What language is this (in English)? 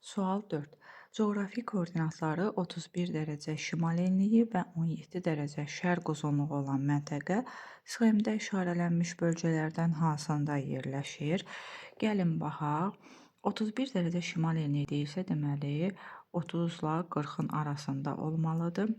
Azerbaijani